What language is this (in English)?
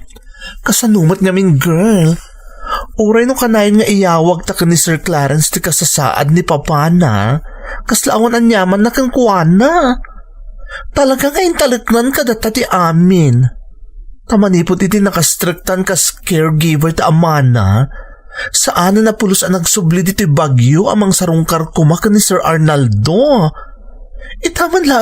Iloko